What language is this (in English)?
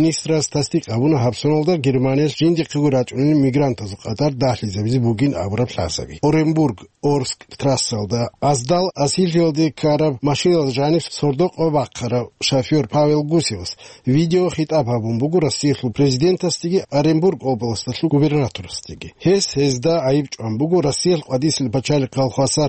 Avaric